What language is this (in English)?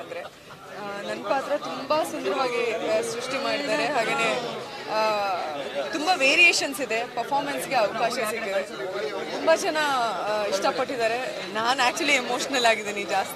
Kannada